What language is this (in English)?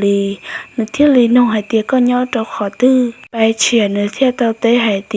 Hmong